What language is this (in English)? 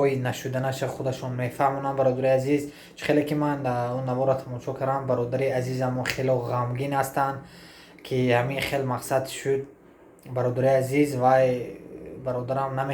Tajik